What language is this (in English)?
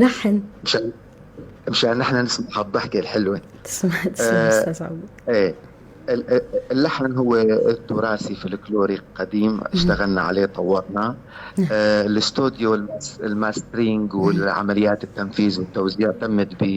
North Levantine Arabic